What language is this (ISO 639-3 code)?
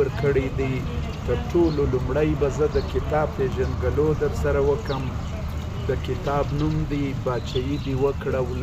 pus